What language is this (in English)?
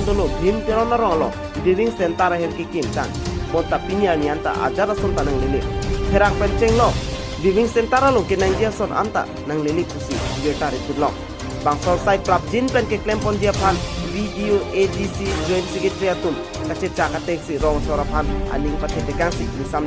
Karbi